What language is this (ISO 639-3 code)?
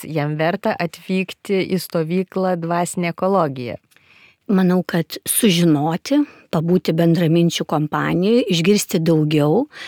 lit